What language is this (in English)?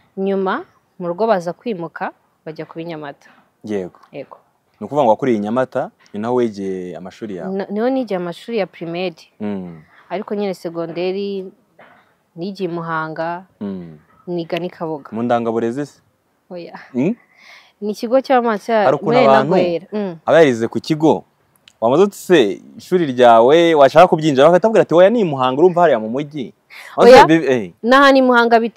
Kinyarwanda